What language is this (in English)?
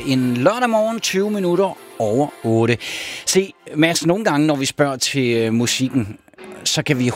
Danish